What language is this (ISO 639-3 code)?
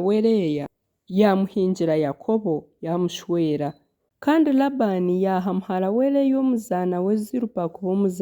nyn